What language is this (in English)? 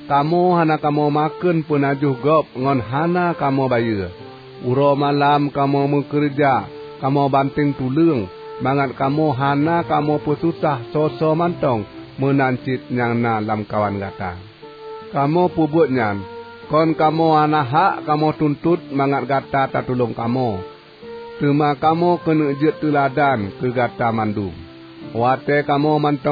Achinese